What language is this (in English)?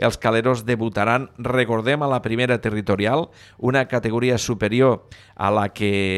Catalan